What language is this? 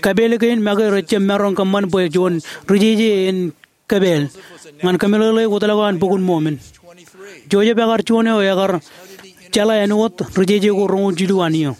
Marshallese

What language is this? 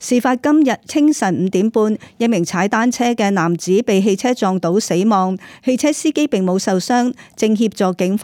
Cantonese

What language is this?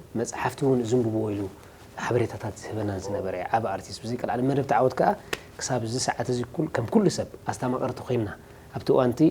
Tigrinya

